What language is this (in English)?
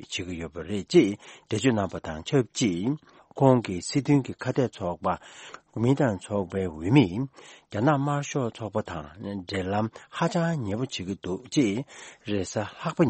Tibetan